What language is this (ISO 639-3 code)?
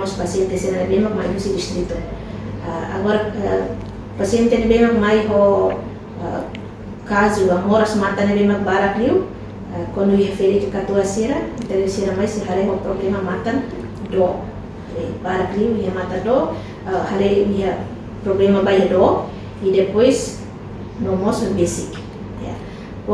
tet